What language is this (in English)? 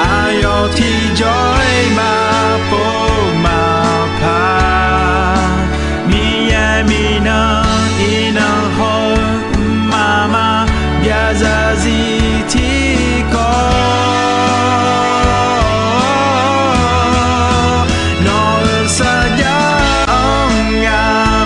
Akha